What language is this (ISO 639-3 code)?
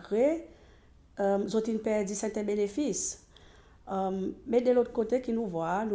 crs